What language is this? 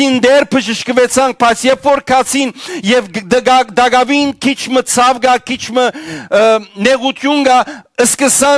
Western Armenian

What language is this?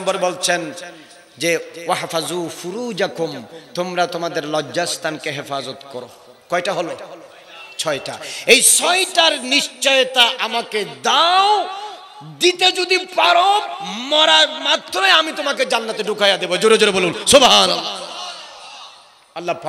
Bangla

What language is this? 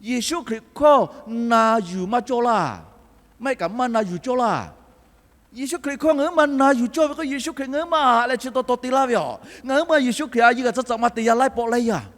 Lahu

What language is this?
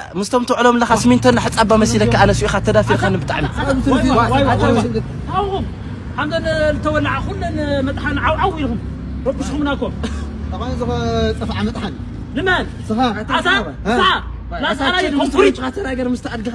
Tigrinya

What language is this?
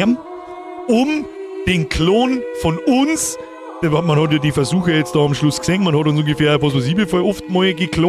Bavarian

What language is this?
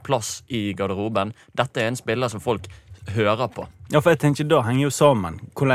Norwegian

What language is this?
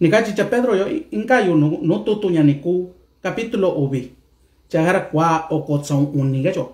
Mixtepec Mixtec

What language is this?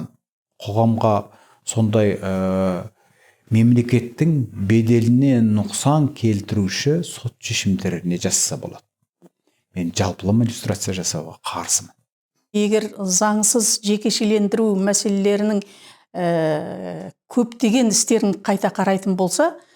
Kazakh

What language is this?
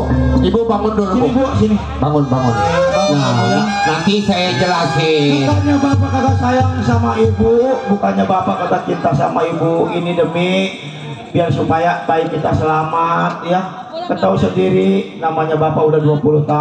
Betawi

